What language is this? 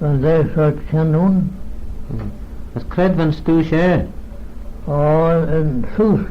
Manx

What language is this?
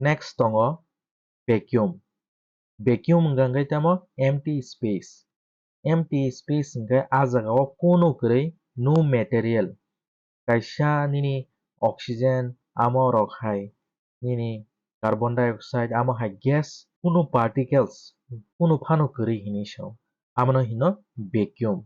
Kok Borok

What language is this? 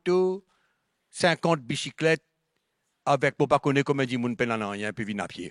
Morisyen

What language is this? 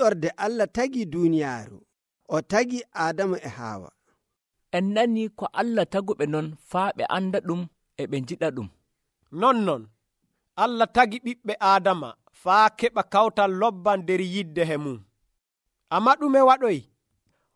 Nigerian Fulfulde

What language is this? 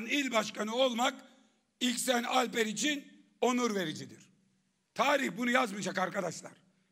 Turkish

